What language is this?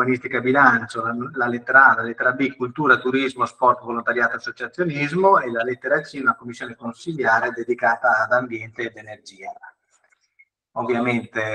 Italian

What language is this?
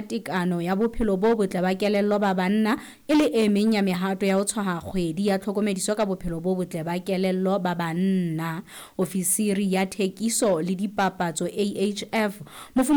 Southern Sotho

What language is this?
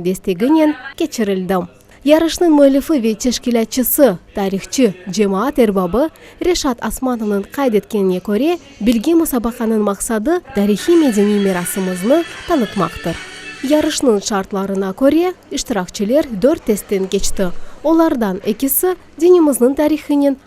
Crimean Tatar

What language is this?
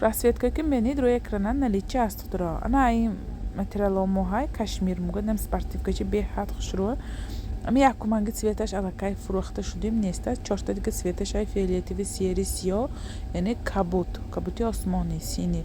Tajik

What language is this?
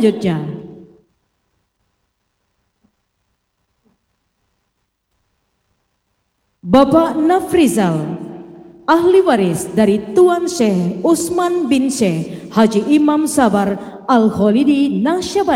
Indonesian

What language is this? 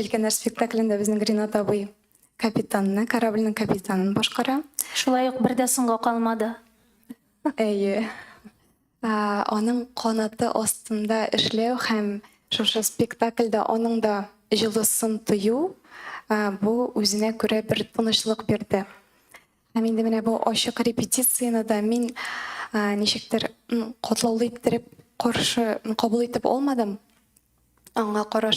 Tatar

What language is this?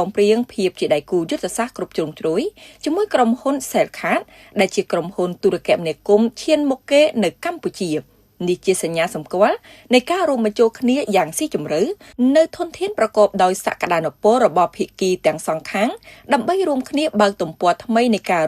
Khmer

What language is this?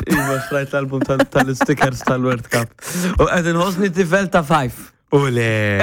Maltese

